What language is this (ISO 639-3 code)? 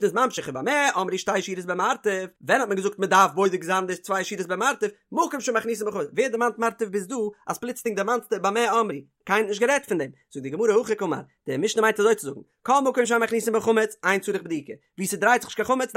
yid